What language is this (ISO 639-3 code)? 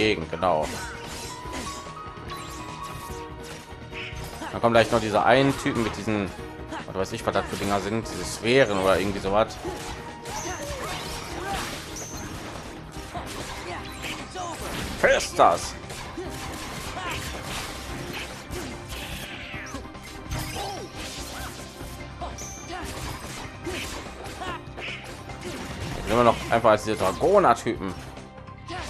deu